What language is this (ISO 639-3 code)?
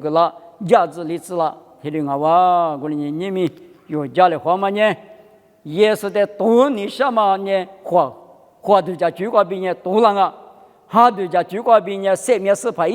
lis